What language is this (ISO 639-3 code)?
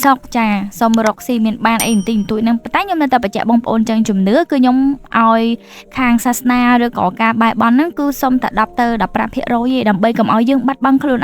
khm